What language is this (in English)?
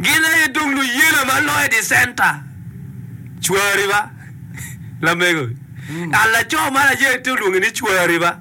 Acoli